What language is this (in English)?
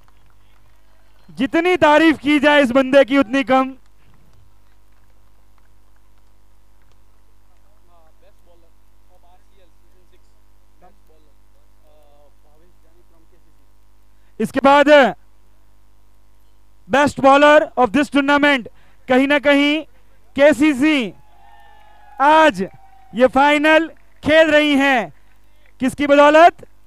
Hindi